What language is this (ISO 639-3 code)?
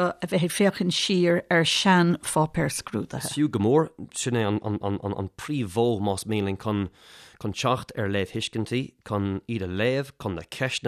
gle